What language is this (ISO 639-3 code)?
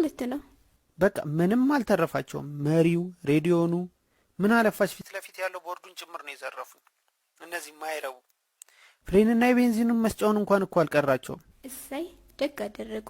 amh